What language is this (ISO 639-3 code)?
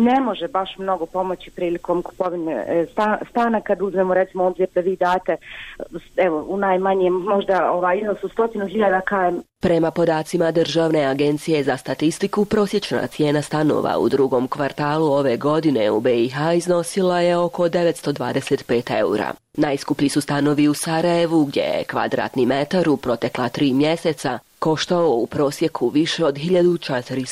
bos